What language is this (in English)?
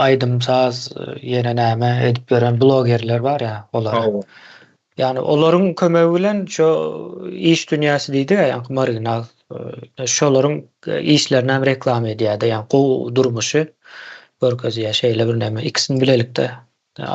Turkmen